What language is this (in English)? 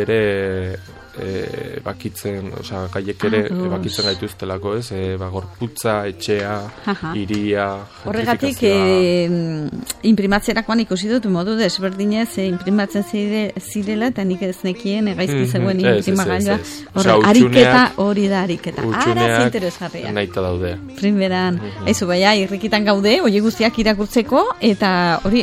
Basque